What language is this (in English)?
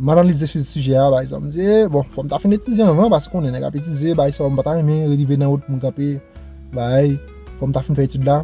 Haitian Creole